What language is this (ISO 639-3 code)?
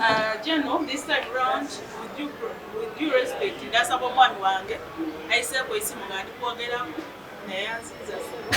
lug